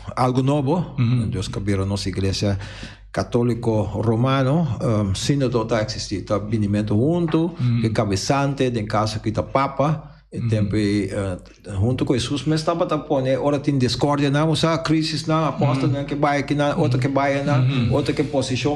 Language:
Papiamento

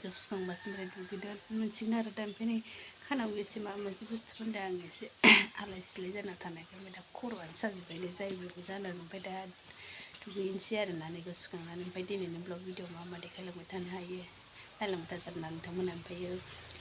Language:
Bodo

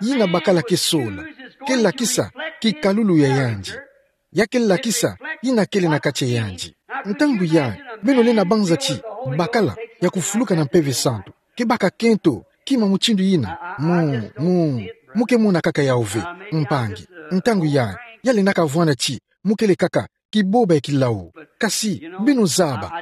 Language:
Kituba (Democratic Republic of Congo)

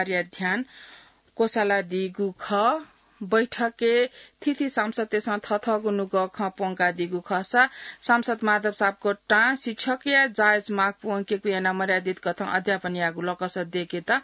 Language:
Newari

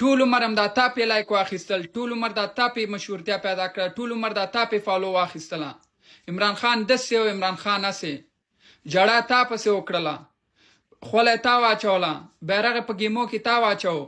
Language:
Pashto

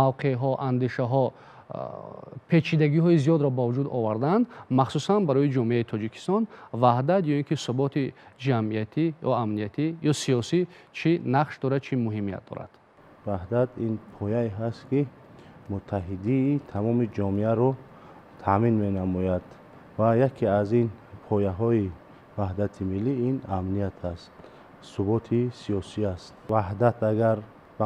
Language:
Tajik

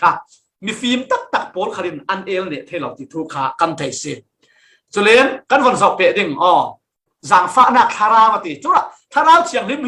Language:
Falam Chin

